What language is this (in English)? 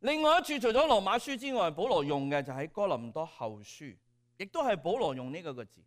Cantonese